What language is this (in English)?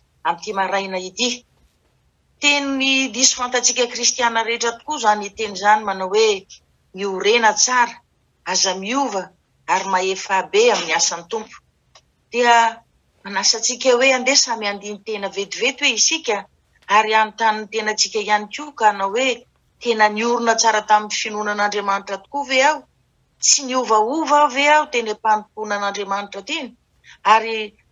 Malagasy